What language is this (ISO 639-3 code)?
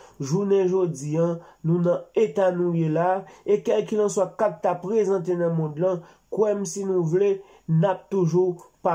hat